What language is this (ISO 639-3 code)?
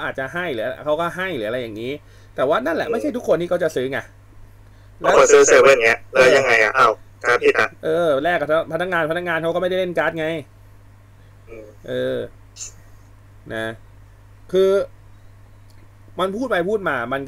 tha